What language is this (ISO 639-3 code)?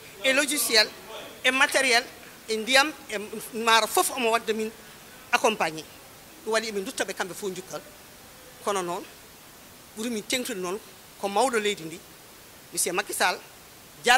ful